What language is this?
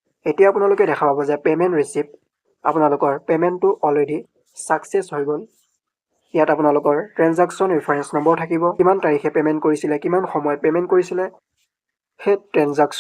Assamese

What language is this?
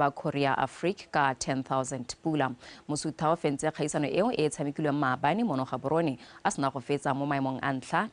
Tswana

